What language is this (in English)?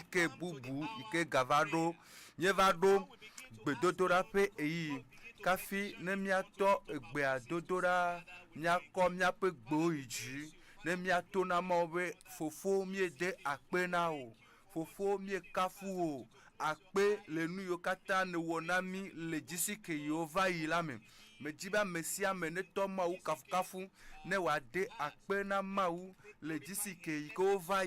Ewe